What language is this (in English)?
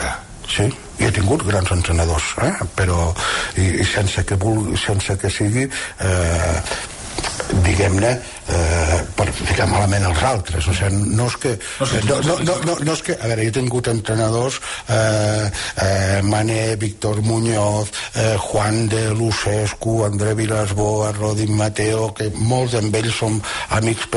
Catalan